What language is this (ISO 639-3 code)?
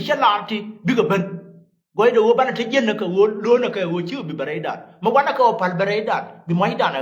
nus